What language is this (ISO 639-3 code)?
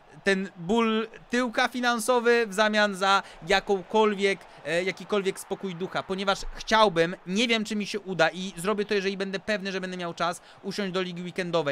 pol